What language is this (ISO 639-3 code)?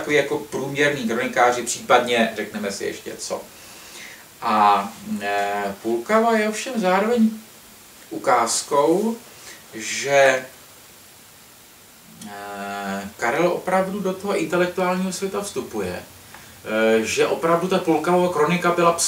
ces